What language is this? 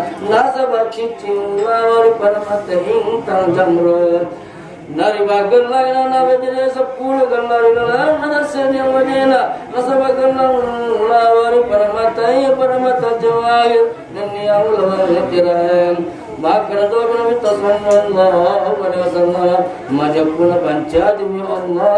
Buginese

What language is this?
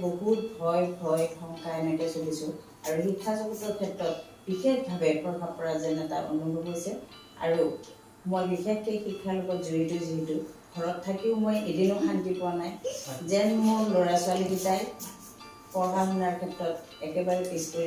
Assamese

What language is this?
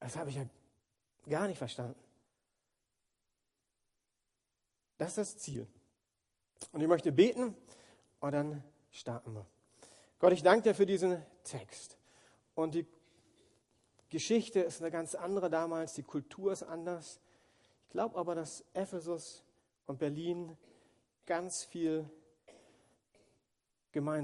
German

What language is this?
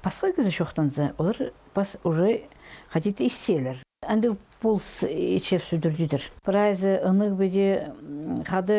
Khakas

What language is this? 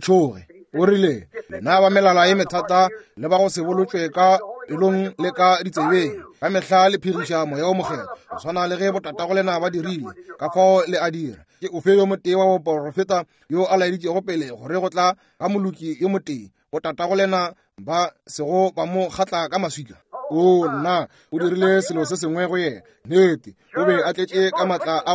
Northern Sotho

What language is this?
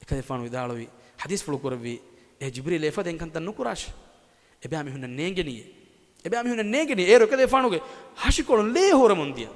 Divehi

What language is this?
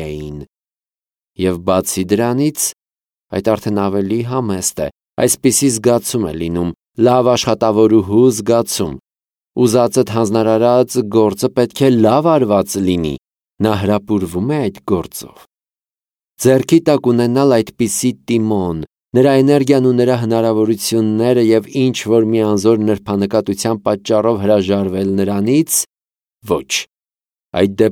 Armenian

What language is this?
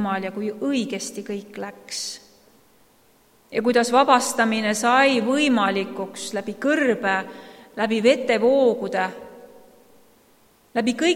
Estonian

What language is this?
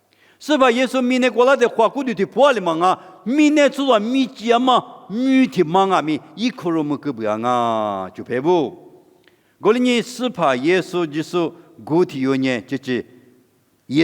Lisu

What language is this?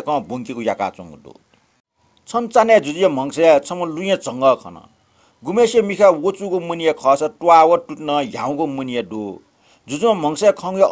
Newari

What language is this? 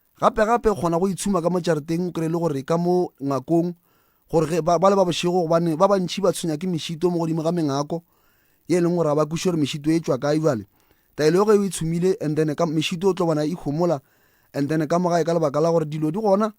Northern Sotho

